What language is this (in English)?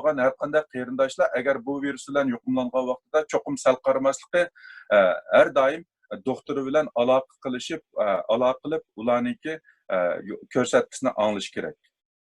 Uyghur